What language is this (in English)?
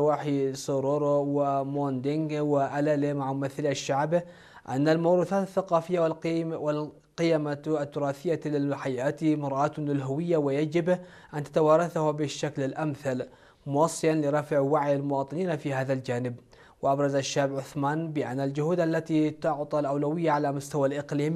Arabic